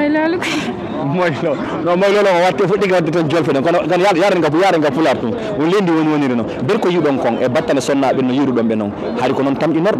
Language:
Fula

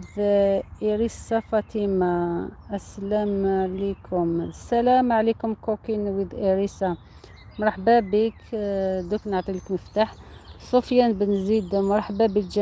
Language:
Algerian Arabic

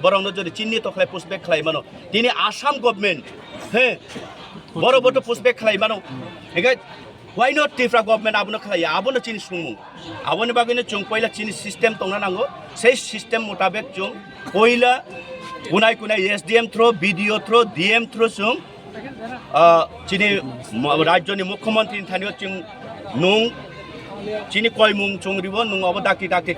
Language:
Kok Borok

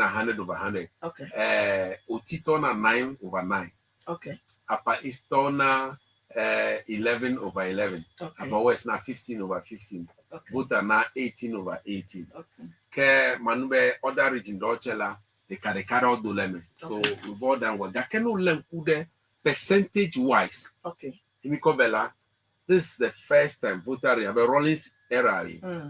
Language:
Ewe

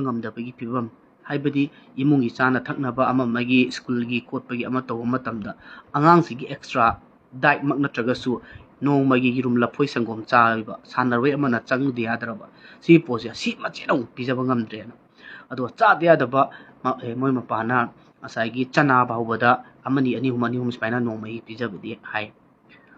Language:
Manipuri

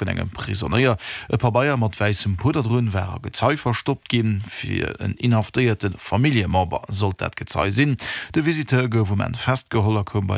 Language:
Luxembourgish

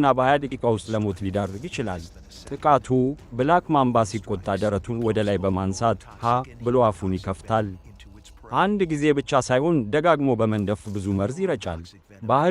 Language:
Amharic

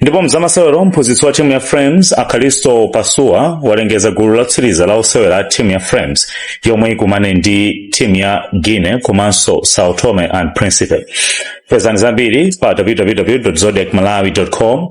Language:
Nyanja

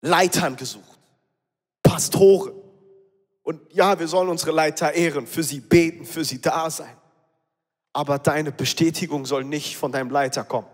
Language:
Swiss German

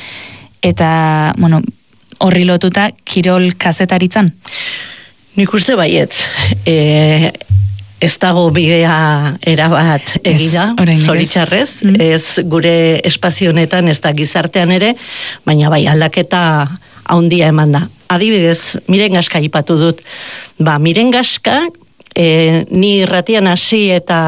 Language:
Basque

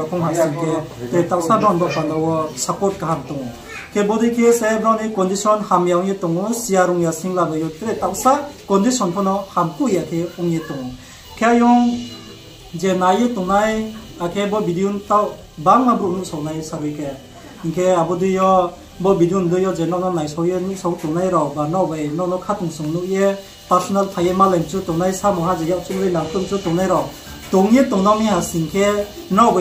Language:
Riang (India)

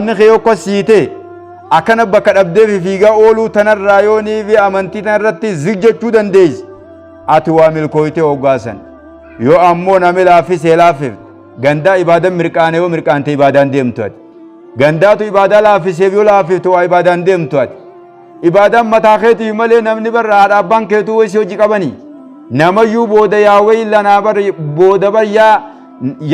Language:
Oromo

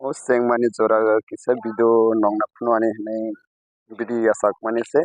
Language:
Kok Borok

